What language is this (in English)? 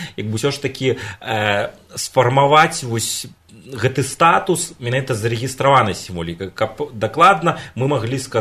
Belarusian